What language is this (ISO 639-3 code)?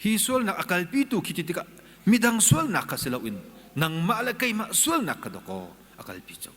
cnh